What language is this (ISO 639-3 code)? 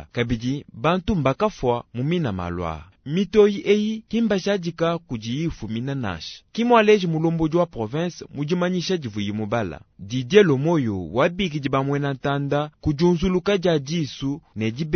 lua